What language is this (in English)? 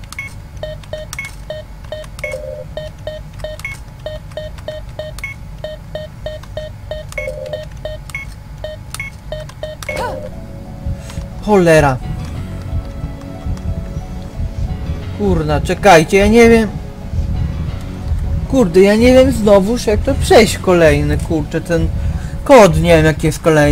Polish